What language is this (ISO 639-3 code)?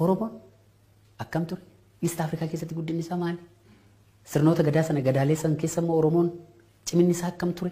orm